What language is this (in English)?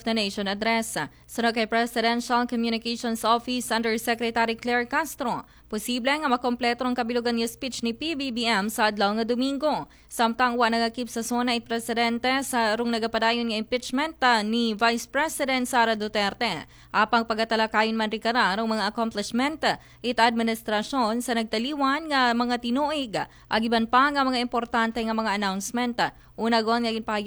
Aklanon